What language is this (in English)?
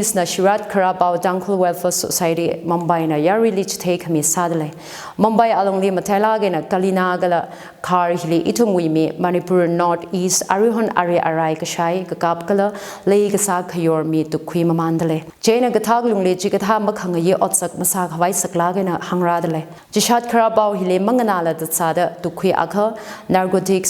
Tangkhul Naga (India)